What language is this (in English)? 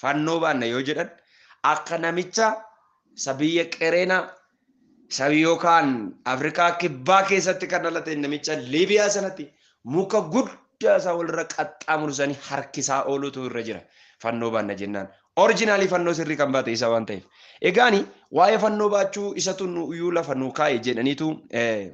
Oromo